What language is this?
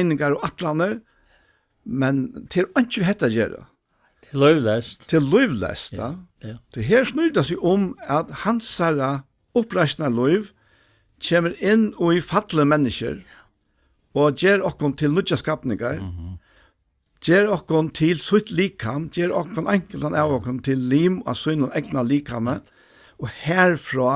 Faroese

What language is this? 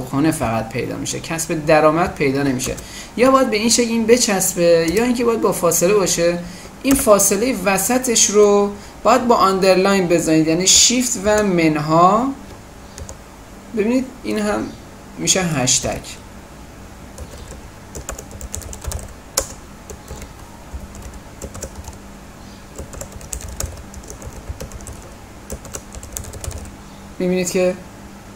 Persian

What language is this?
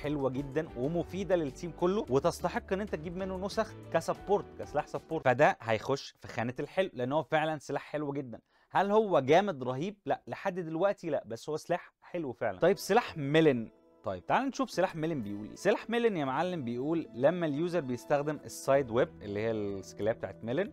Egyptian Arabic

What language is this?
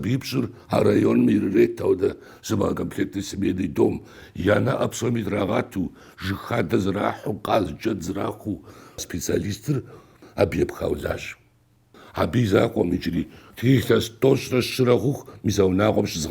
Kabardian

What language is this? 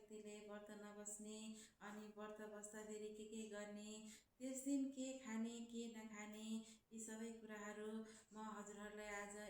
Nepali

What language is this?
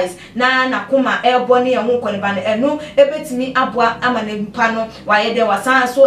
Akan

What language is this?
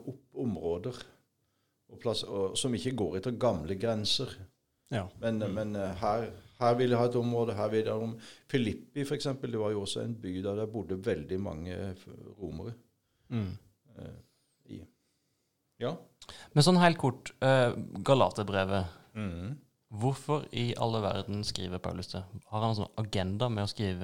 Norwegian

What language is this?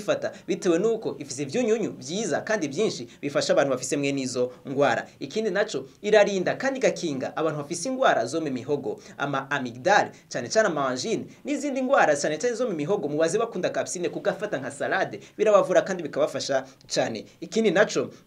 Rundi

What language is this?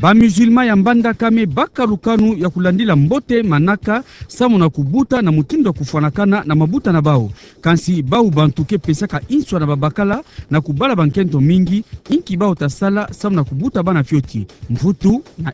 Kituba (Democratic Republic of Congo)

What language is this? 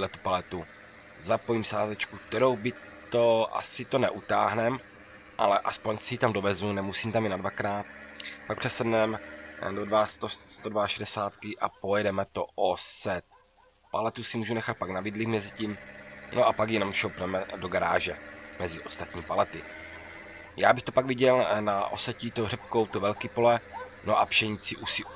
Czech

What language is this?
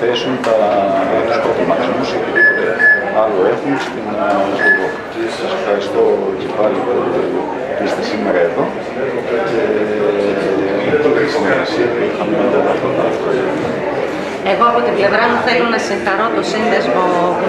Greek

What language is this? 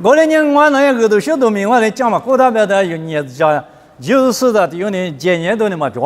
Lisu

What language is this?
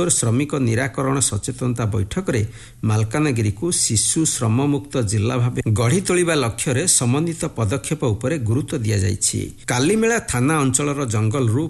Odia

